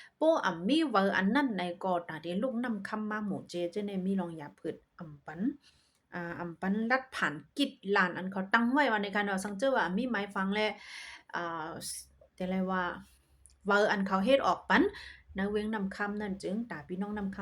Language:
Shan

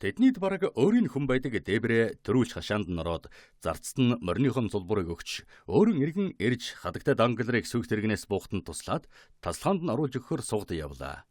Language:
Mongolian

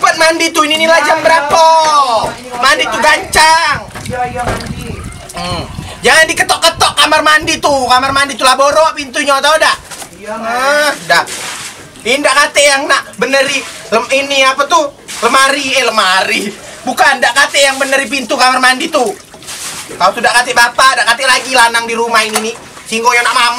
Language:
Musi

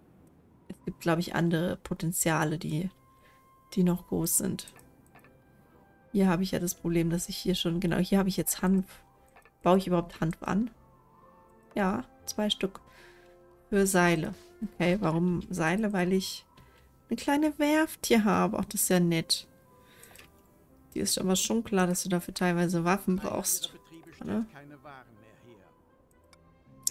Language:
German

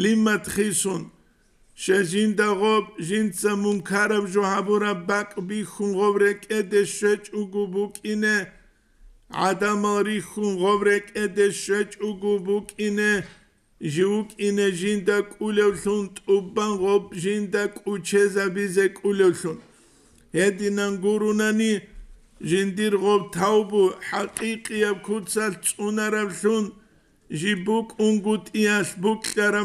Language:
Avaric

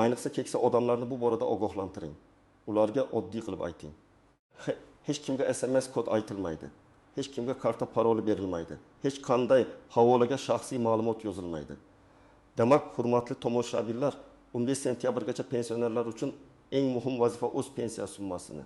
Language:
Uzbek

